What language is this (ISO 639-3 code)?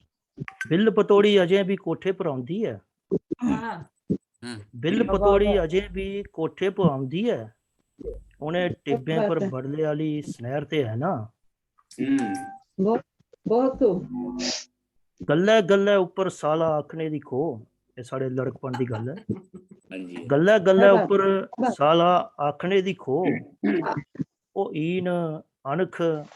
doi